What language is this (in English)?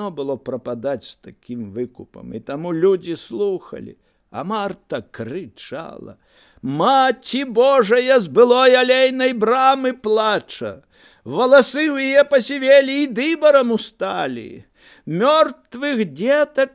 Belarusian